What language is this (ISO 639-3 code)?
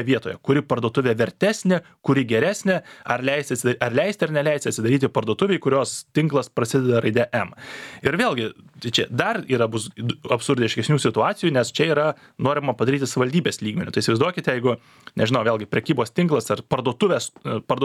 lit